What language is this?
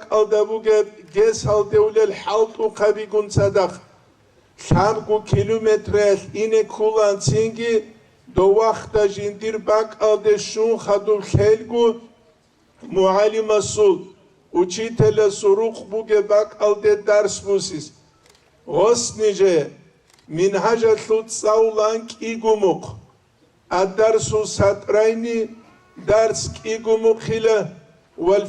Avaric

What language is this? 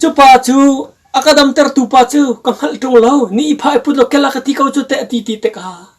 Hakha Chin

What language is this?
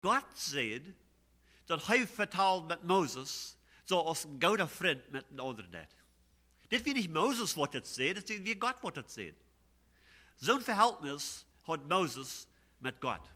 Plautdietsch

